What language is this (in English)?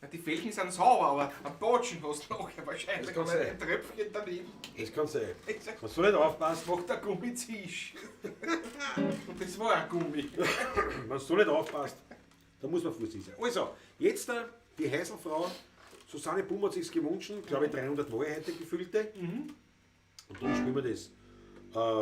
Bavarian